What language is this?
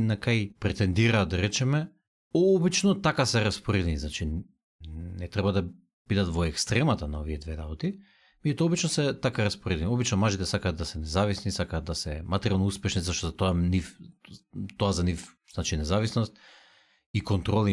Macedonian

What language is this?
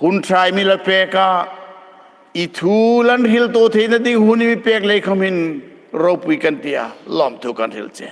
Hmar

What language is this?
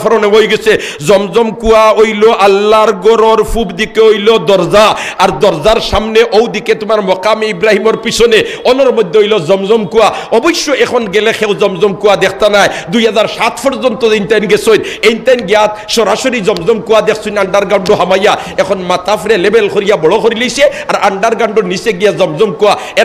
Sylheti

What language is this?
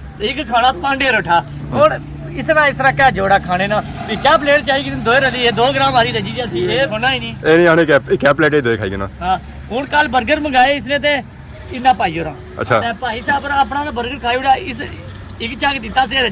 Pahari-Potwari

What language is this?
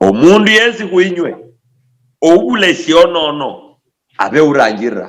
Luyia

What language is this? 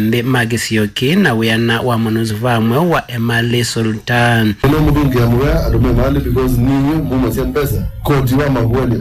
Kamba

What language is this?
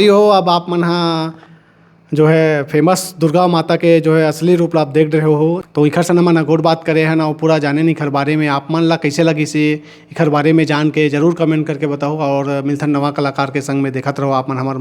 Chhattisgarhi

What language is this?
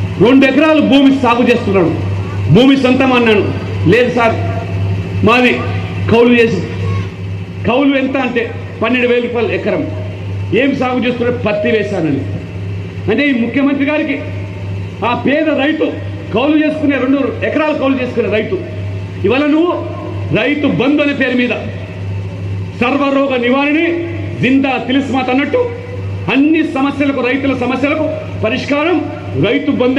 Telugu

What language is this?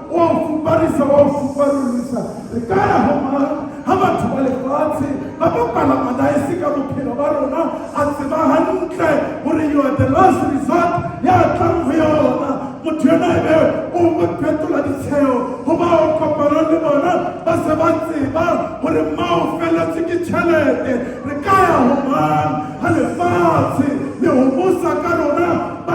Southern Sotho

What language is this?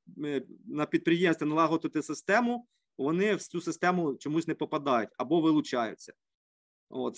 Ukrainian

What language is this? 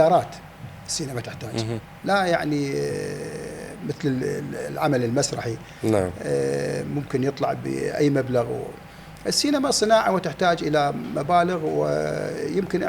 Mesopotamian Arabic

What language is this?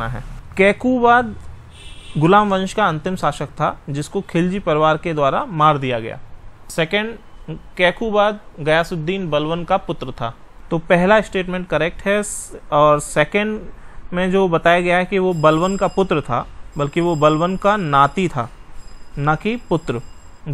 Hindi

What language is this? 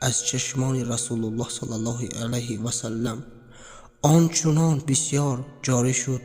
Tajik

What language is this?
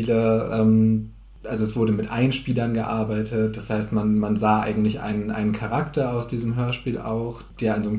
Low German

